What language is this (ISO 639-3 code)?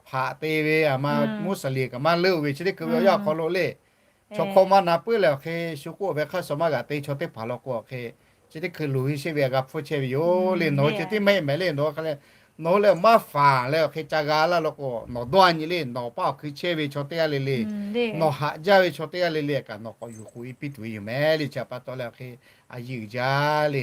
lhu